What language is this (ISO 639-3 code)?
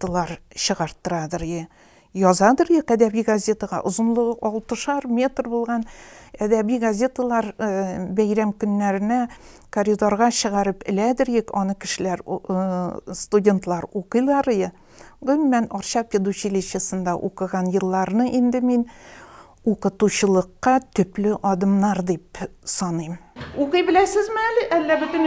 tat